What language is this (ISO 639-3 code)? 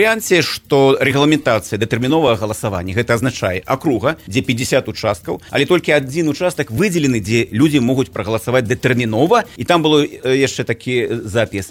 bel